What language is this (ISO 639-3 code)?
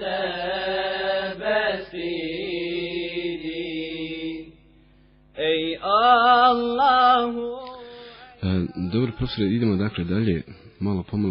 bos